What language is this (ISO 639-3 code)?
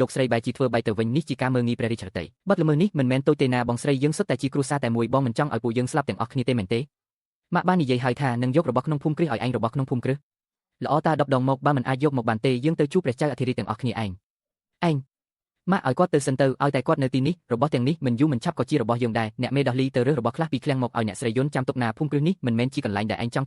khm